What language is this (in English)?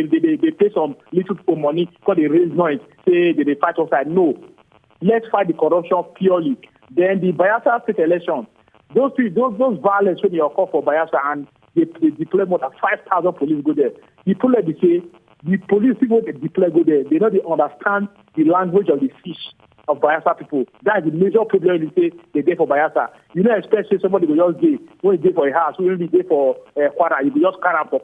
Nigerian Pidgin